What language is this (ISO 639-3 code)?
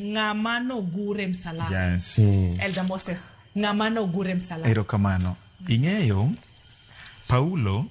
luo